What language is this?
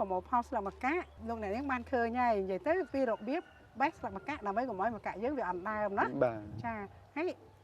Khmer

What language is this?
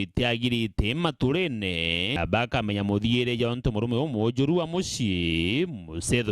Meru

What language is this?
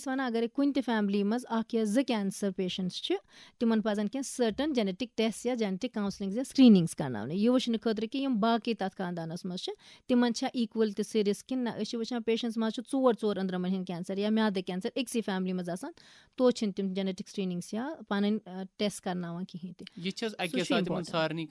Kashmiri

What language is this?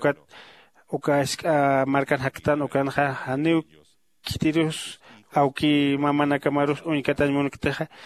Aymara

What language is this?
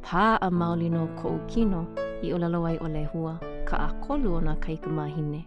Hawaiian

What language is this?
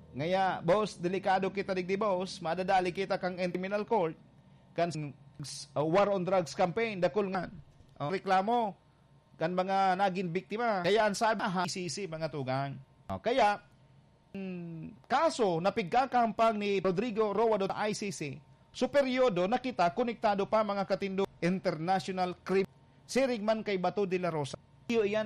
Bikol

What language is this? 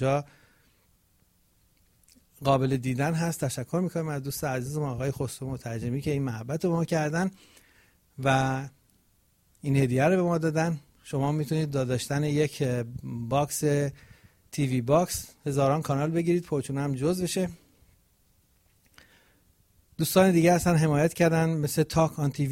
Persian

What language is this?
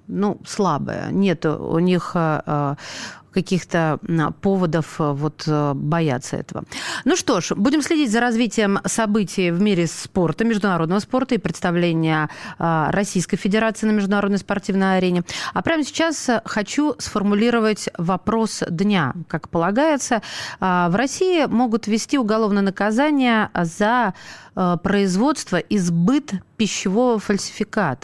Russian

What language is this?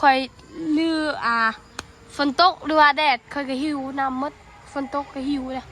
Northeastern Thai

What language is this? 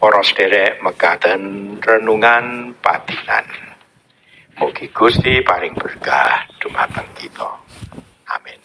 Javanese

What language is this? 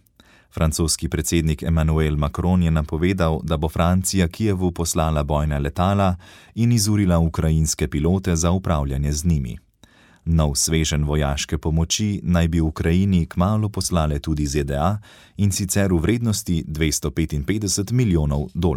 Slovenian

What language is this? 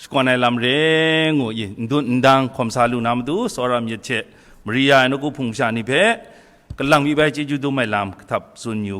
Kachin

